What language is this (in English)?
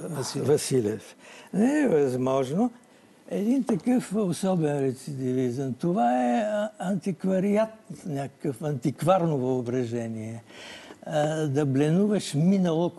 Bulgarian